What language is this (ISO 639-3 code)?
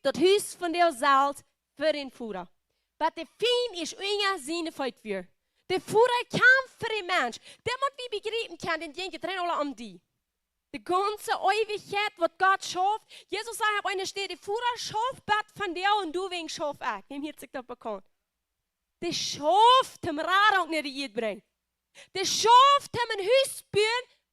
pdt